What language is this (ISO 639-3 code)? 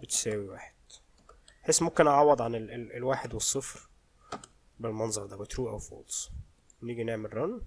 arz